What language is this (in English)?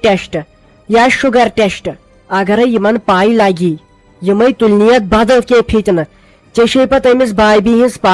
Kashmiri